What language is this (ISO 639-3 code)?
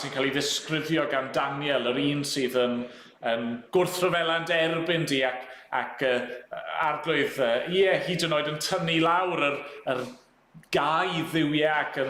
cym